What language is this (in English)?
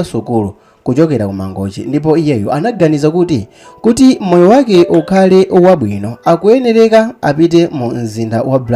Nyanja